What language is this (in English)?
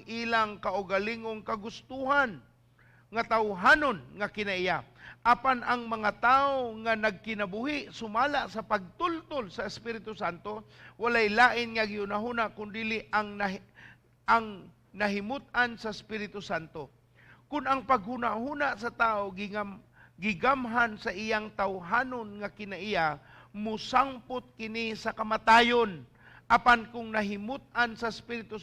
Cebuano